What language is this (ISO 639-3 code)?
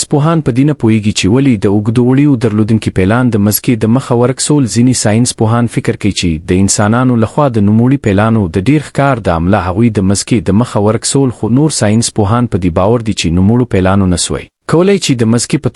pus